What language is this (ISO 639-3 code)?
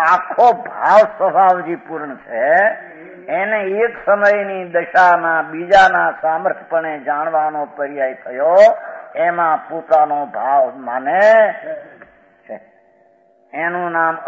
guj